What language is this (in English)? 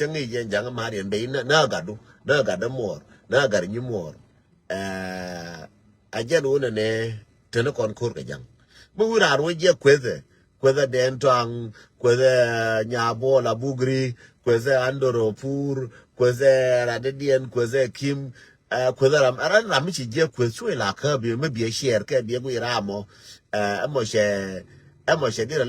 Nuer